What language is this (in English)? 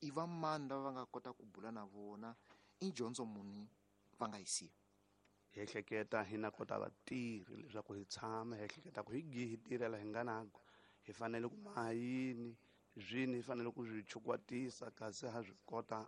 Tsonga